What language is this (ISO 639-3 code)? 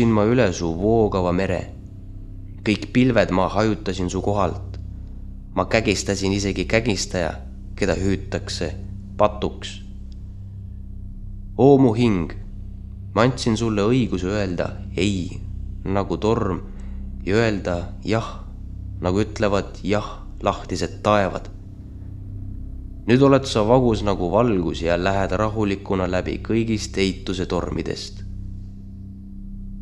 est